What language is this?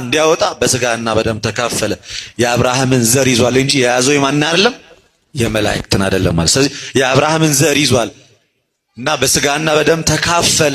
Amharic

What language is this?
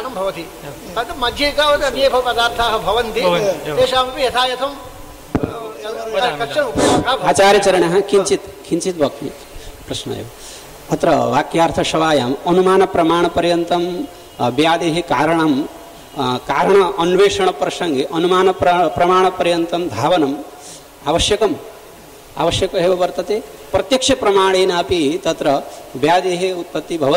Sanskrit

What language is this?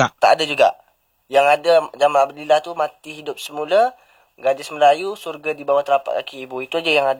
Malay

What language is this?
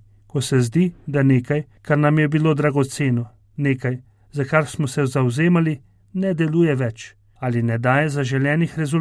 Slovenian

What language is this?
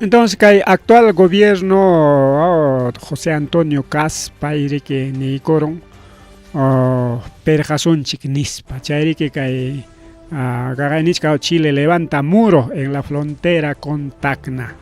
Ayacucho Quechua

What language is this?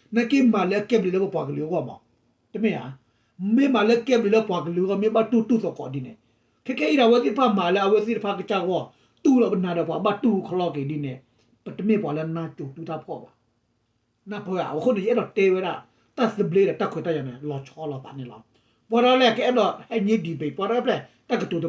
S'gaw Karen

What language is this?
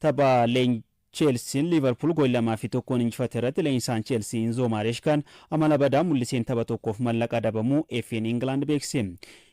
Oromo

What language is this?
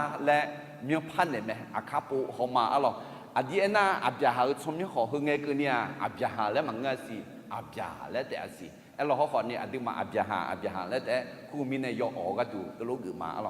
Akha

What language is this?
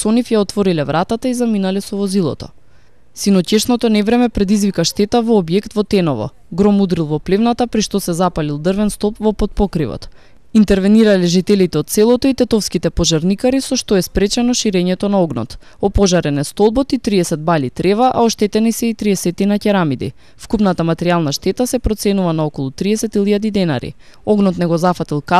Macedonian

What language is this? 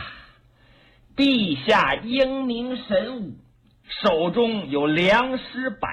Chinese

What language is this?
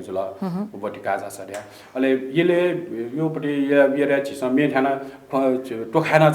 Newari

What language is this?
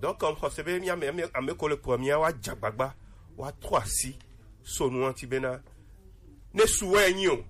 Gen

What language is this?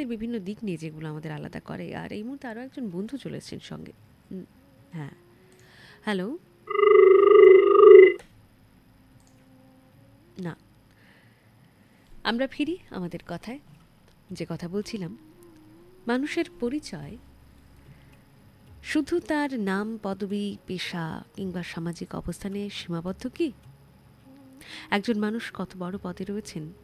Bangla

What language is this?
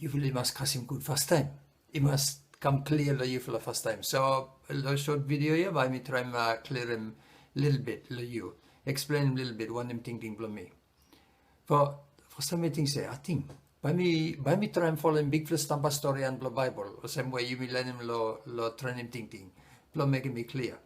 Bislama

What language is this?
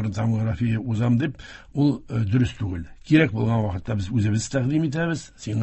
Tatar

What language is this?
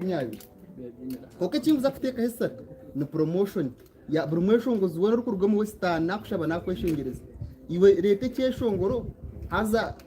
Nyankole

